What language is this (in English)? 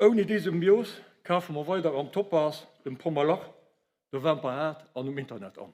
Luxembourgish